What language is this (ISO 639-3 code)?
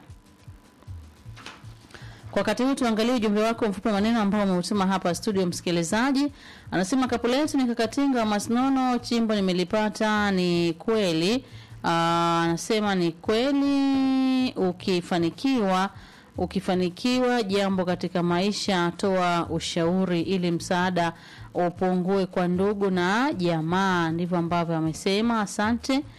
swa